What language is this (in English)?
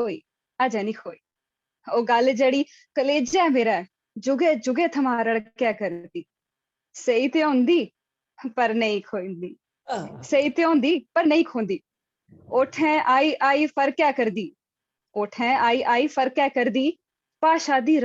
Dogri